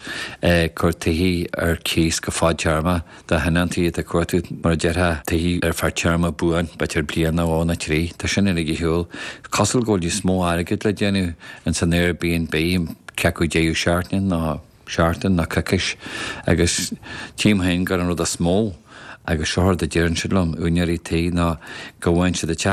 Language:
Irish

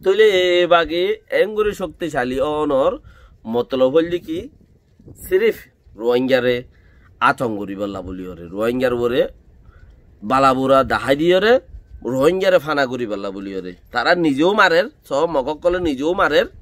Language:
Rohingya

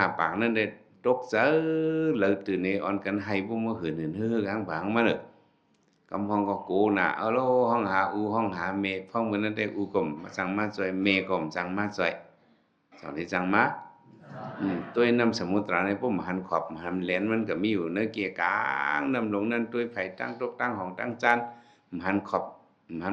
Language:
Shan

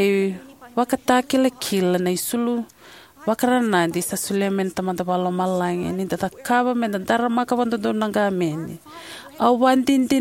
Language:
Fijian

